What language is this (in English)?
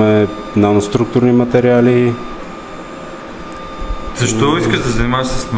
Bulgarian